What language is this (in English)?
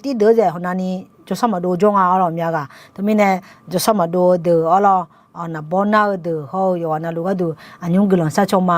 Akha